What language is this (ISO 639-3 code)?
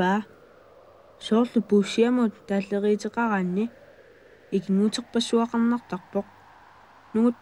kal